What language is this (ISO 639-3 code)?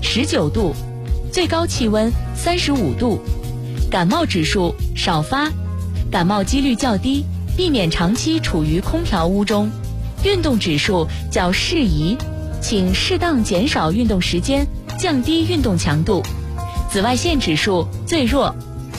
zho